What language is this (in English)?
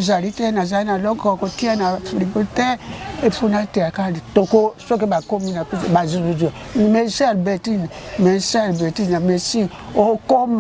Lingala